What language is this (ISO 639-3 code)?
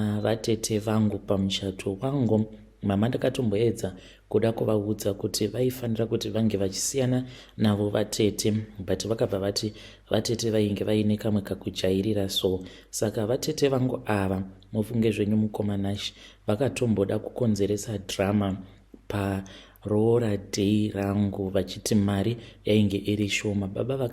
sna